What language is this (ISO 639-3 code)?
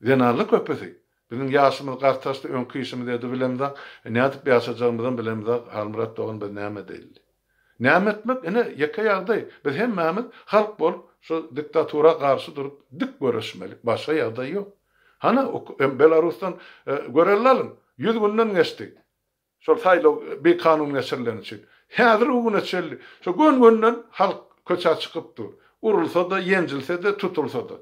tuk